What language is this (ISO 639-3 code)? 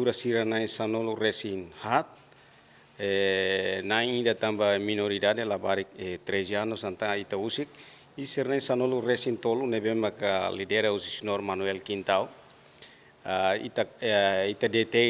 tet